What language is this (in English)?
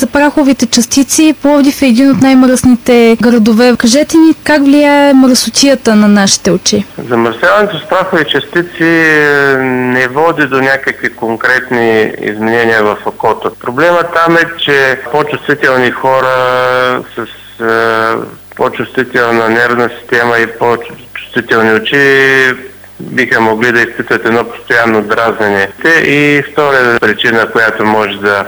Bulgarian